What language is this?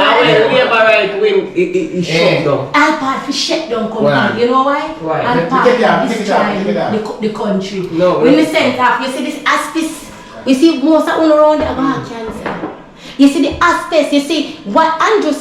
Jamaican Creole English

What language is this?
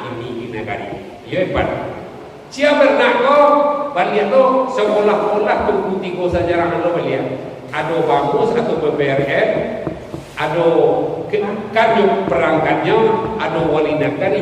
Minangkabau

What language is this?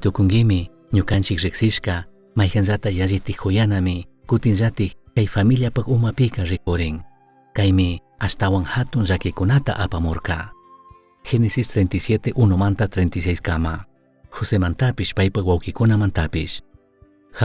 Chimborazo Highland Quichua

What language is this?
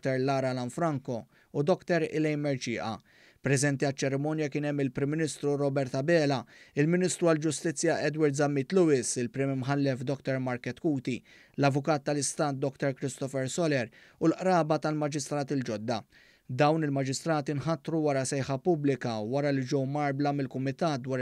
Maltese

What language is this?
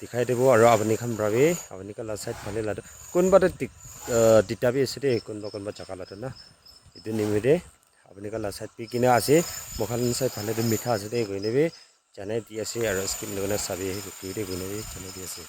Naga Pidgin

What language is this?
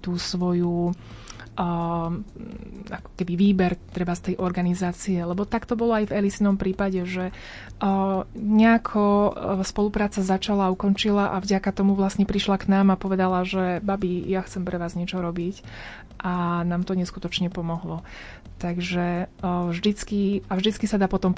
Slovak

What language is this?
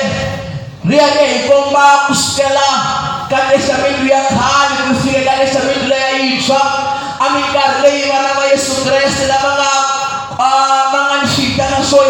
Tsonga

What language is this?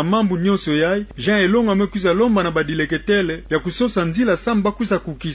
Kituba (Democratic Republic of Congo)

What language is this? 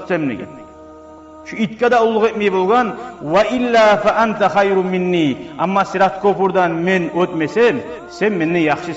Kumyk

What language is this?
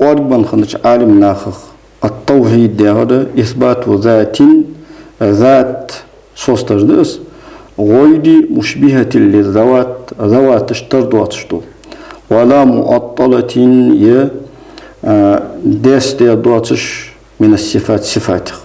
Ingush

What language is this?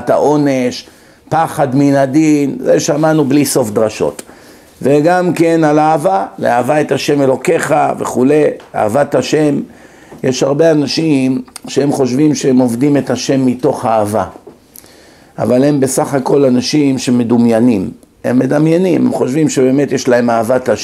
Hebrew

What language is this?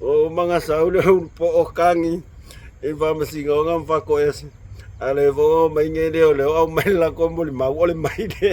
Samoan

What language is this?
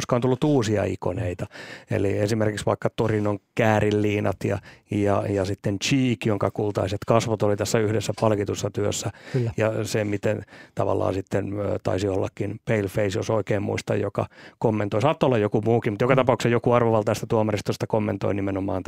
Finnish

